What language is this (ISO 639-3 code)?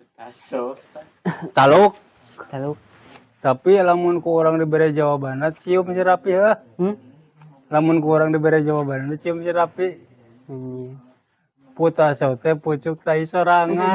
sun